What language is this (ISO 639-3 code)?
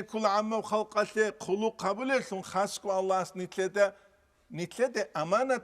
ava